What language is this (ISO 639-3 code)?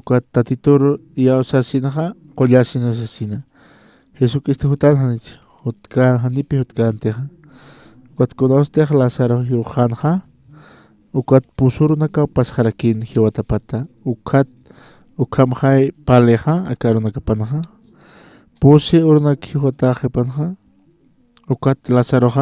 aym